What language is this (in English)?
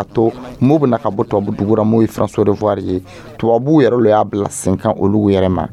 Dyula